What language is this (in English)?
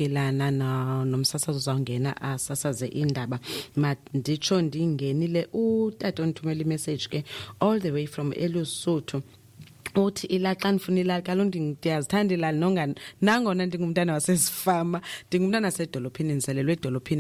Xhosa